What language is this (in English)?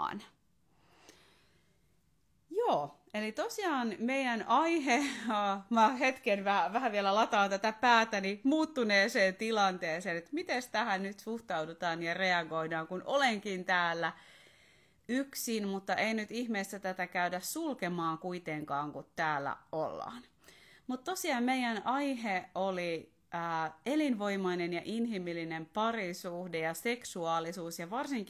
Finnish